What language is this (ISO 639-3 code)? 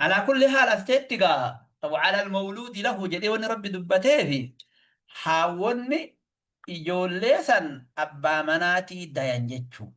orm